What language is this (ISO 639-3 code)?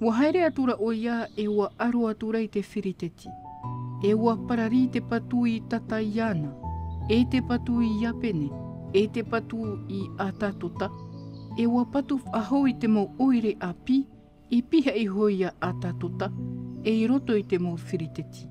tah